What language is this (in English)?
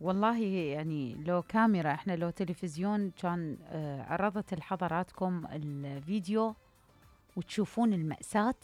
Mesopotamian Arabic